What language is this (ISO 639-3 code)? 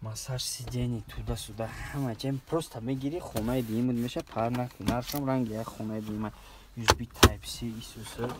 tgk